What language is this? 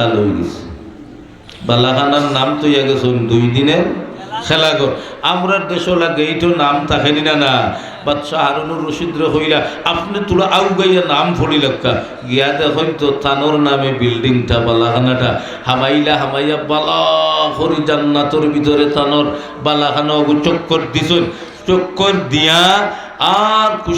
Sylheti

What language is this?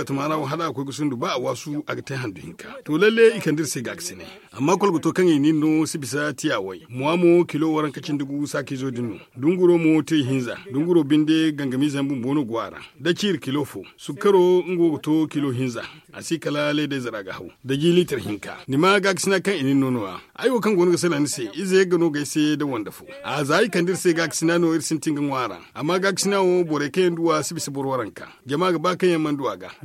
Zarma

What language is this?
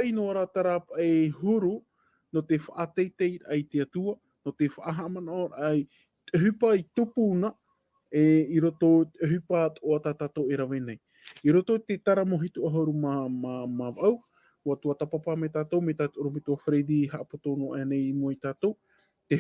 Tahitian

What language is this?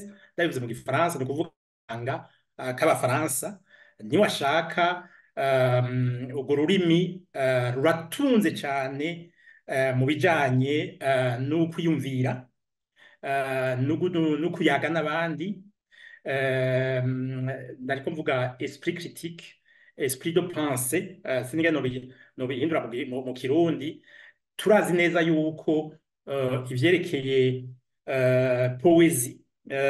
Rundi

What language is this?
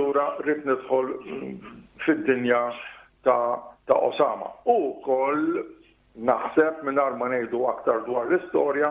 Maltese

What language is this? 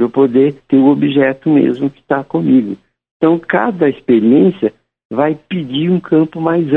Portuguese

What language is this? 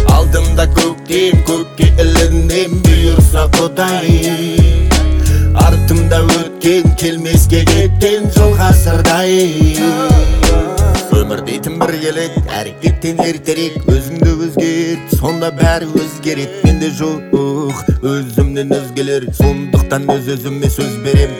Kazakh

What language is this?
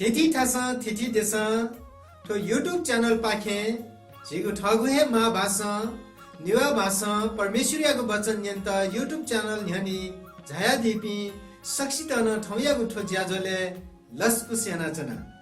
Newari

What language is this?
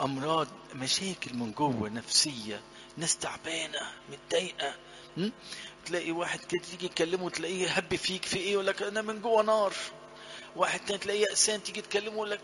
Egyptian Arabic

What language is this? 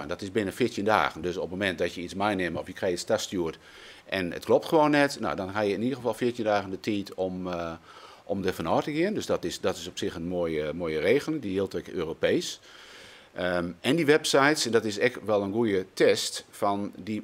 Western Frisian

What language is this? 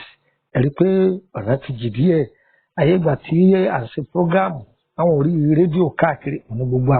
Yoruba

